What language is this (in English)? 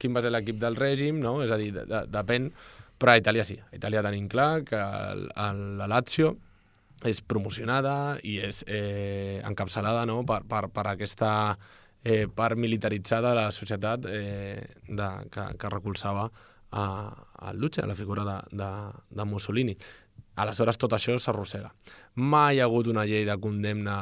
Catalan